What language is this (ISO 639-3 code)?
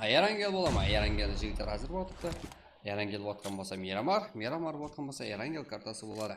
kaa